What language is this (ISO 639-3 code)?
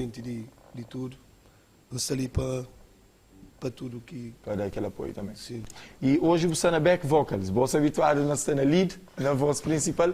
kea